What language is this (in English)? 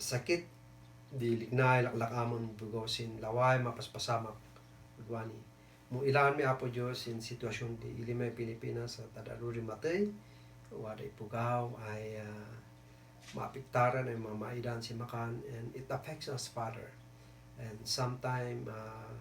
Kankanaey